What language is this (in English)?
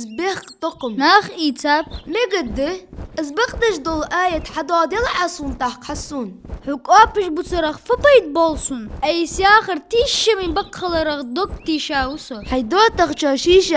Ingush